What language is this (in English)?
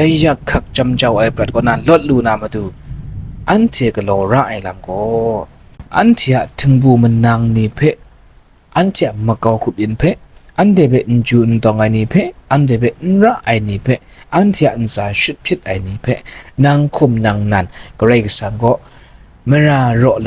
Kachin